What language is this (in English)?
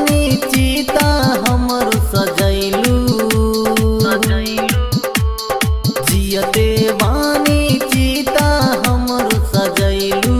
Bhojpuri